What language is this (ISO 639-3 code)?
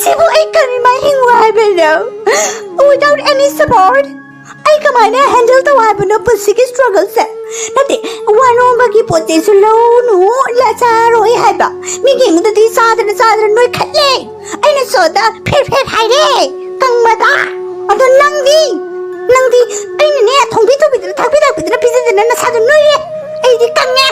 mni